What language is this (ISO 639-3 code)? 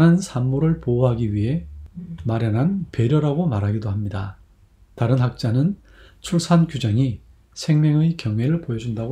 kor